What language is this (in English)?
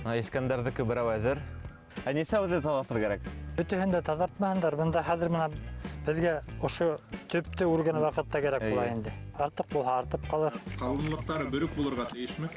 Bashkir